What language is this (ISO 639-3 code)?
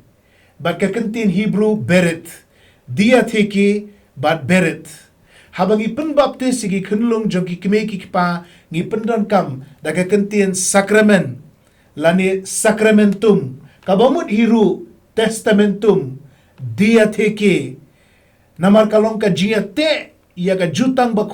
kha